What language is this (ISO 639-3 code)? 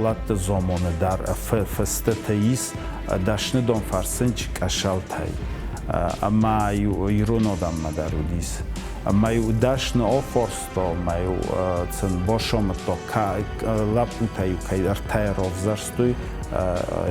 oss